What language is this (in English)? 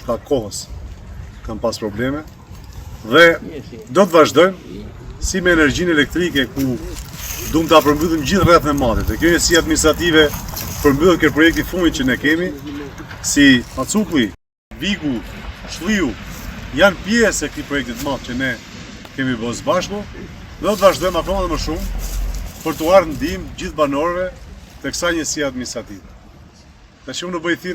Albanian